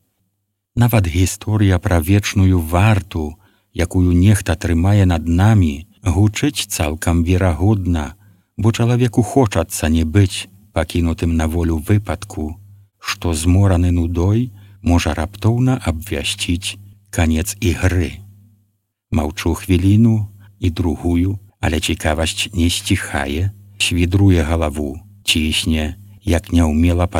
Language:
Belarusian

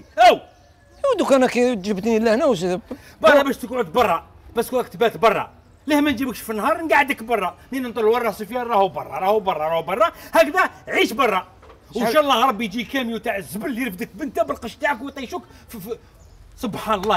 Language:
Algerian Arabic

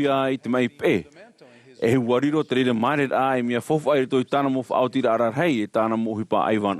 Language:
Tahitian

